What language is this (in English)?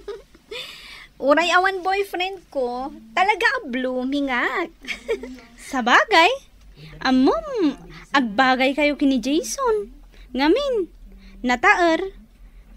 Iloko